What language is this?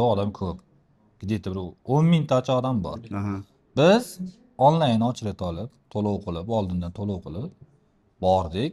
Uzbek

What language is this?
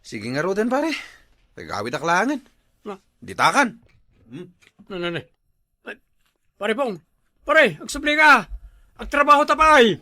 Iloko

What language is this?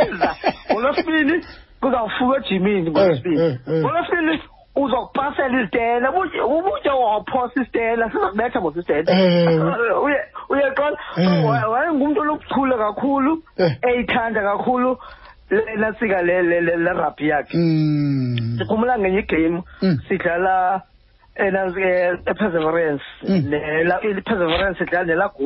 Xhosa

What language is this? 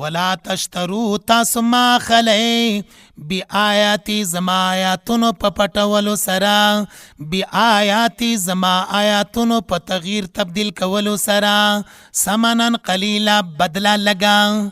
Pashto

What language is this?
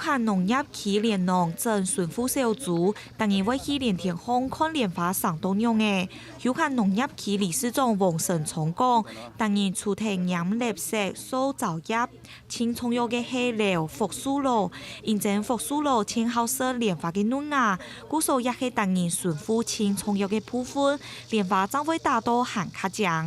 Hakka Chinese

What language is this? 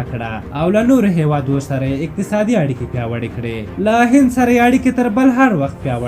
Pashto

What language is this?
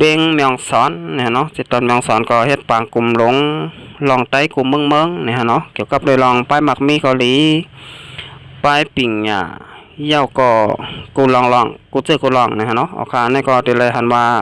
Shan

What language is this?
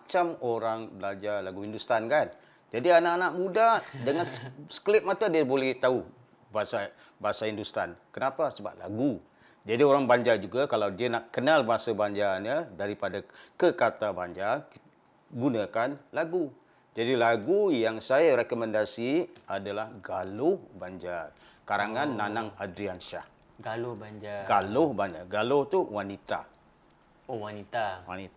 Banjar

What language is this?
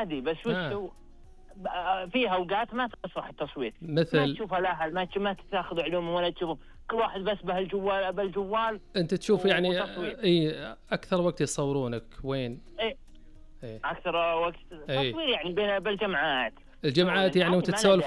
Najdi Arabic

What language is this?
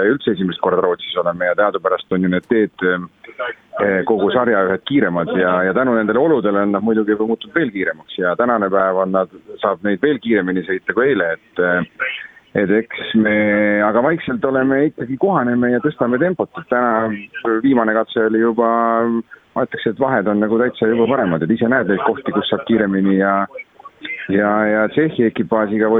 Estonian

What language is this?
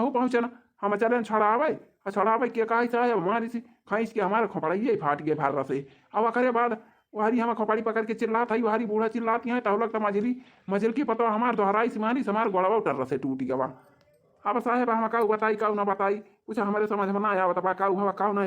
Awadhi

